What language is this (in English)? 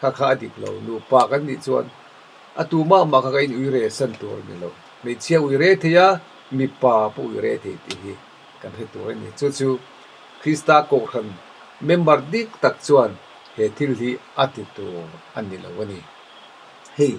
Mizo